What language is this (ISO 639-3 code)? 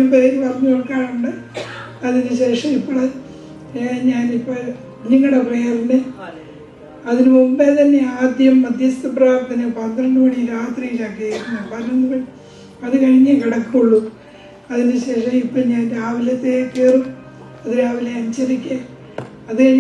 mal